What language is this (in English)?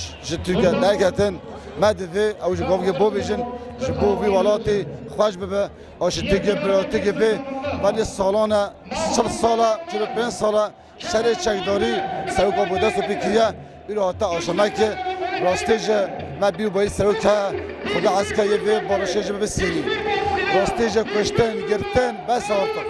Kurdish